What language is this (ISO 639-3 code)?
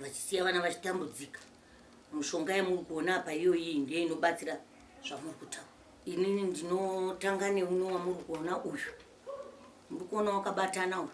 sna